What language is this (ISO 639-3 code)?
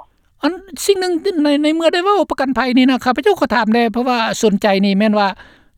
lao